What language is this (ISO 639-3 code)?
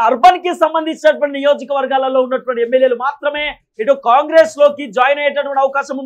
tel